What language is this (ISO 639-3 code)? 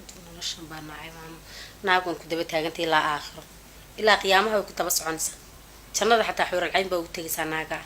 som